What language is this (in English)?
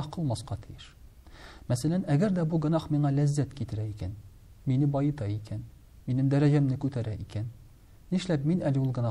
Tatar